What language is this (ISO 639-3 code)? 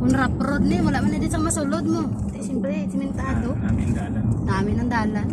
hil